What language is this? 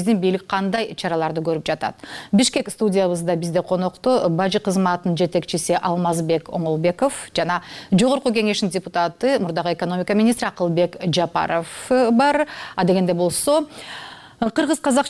Kyrgyz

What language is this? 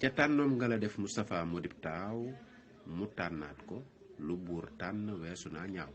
Wolof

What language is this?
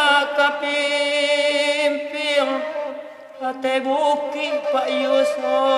Minangkabau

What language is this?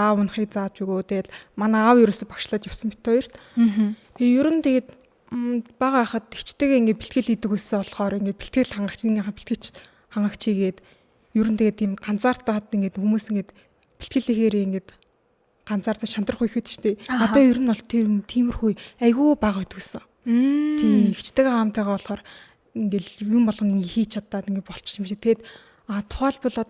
Mongolian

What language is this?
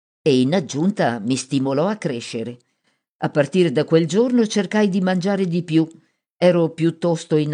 Italian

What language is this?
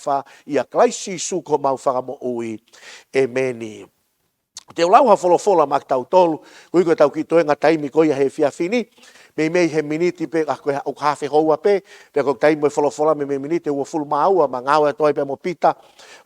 Tongan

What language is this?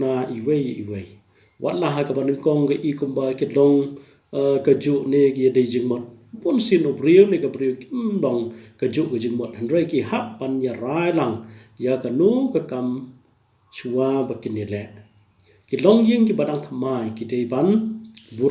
Khasi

